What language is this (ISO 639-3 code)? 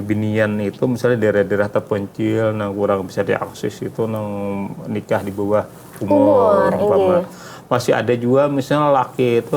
bjn